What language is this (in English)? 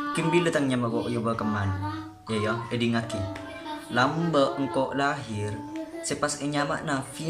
Madurese